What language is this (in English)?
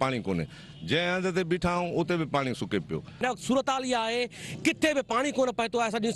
Sindhi